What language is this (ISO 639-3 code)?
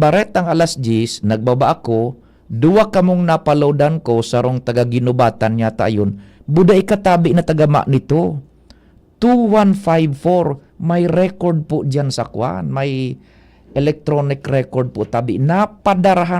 bik